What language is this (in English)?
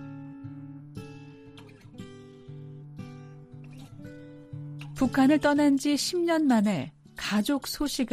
Korean